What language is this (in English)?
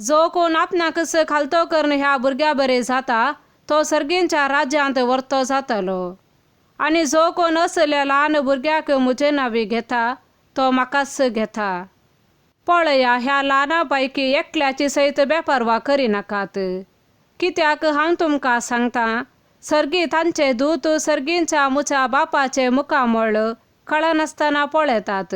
Konkani